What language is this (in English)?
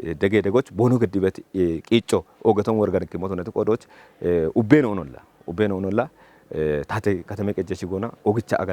Kafa